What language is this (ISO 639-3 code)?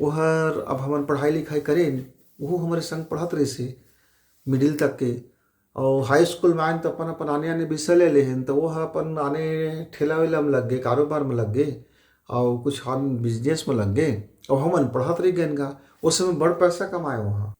hne